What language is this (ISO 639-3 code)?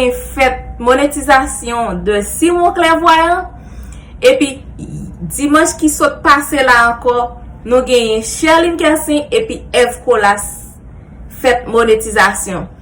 hat